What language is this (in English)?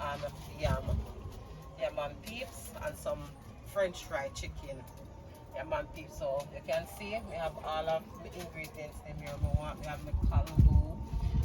Jamaican Creole English